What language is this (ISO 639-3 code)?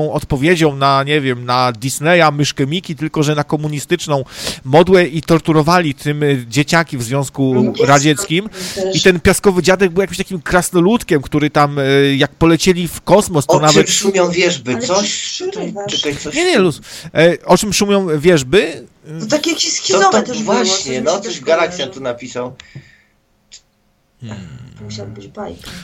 pol